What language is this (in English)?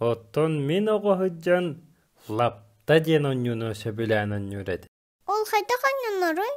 Yakut